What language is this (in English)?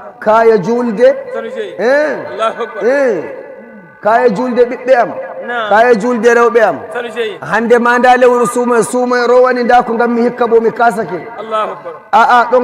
Nigerian Fulfulde